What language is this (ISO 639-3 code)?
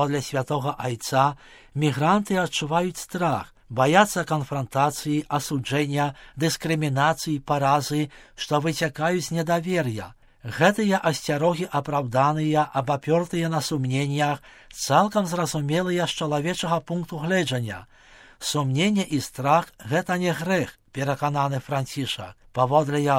bel